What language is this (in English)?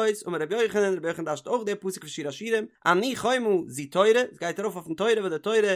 Yiddish